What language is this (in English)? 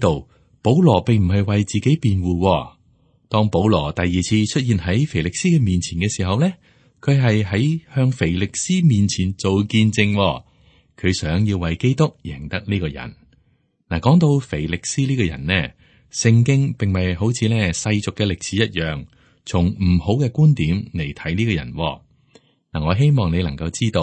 Cantonese